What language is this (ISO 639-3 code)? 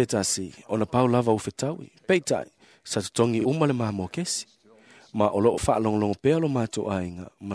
smo